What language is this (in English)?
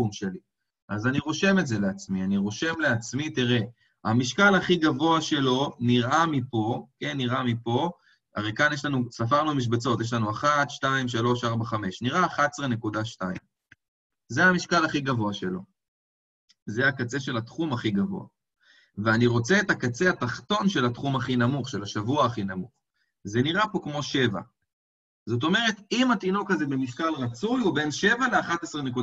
Hebrew